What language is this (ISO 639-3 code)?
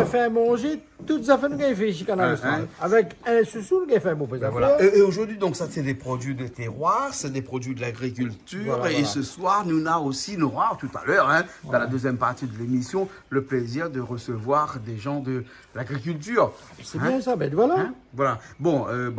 rcf